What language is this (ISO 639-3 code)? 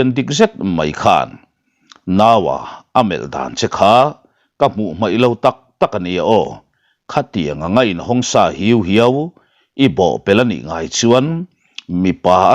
lus